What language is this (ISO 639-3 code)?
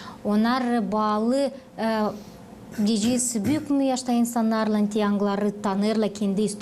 gag